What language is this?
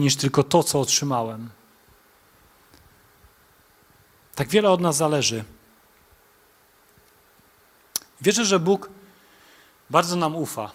Polish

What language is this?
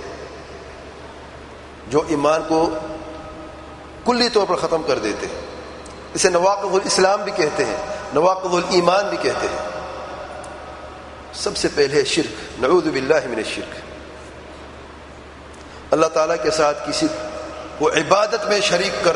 Urdu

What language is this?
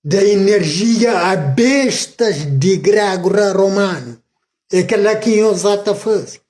Kabuverdianu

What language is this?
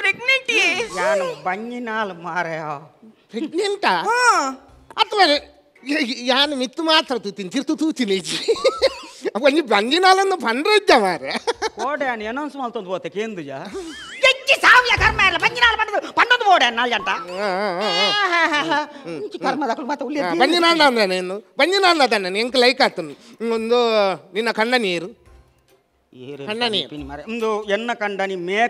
Tulu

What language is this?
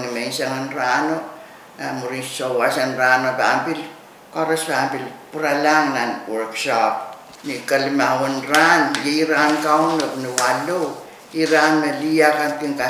Pohnpeian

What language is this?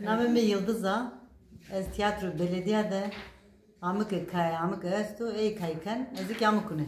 Zaza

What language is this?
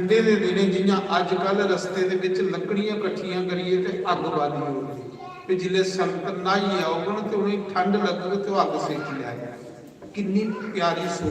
Dogri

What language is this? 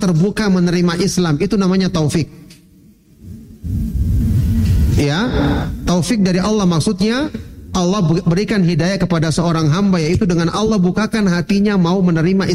Indonesian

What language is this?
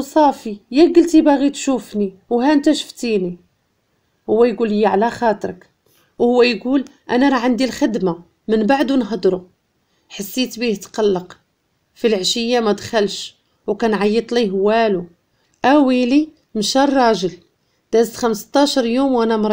Moroccan Arabic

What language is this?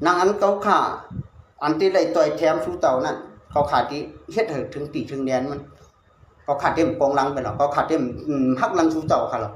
Shan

